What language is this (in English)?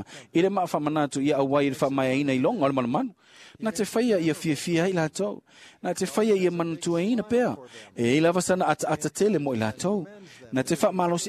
Samoan